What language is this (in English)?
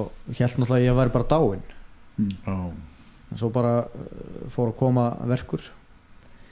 Icelandic